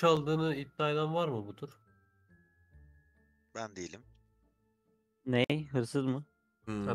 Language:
Turkish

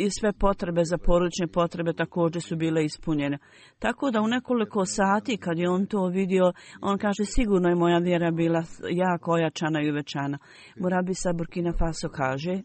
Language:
Croatian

